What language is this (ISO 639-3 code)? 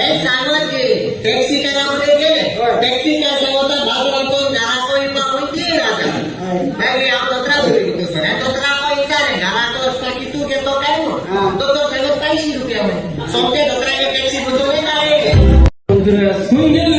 kok